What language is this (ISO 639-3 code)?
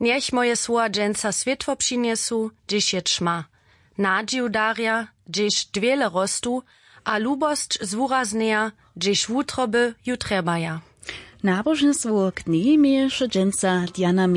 hsb